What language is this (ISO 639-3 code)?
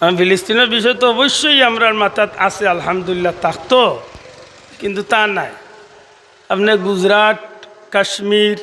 syl